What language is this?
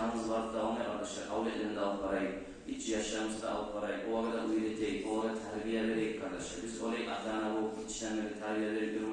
Kumyk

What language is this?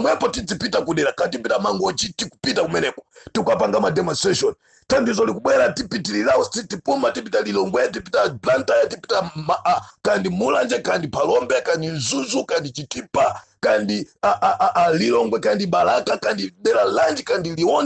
Nyanja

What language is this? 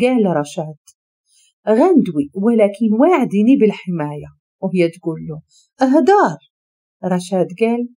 Moroccan Arabic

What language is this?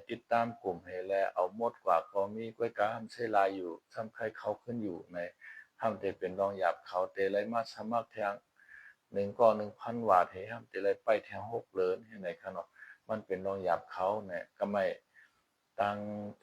Shan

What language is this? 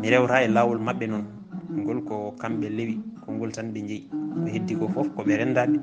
Fula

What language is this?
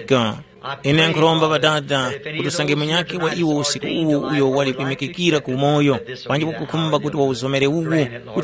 Tumbuka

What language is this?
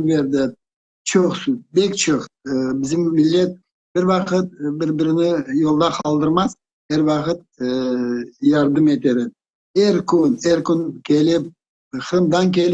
Crimean Tatar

